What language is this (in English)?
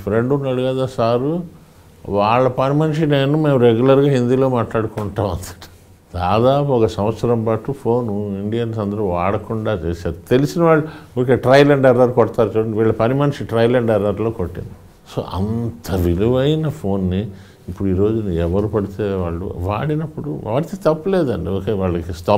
Telugu